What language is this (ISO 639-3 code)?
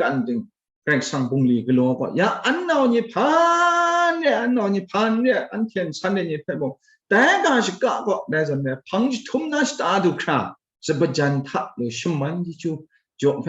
kac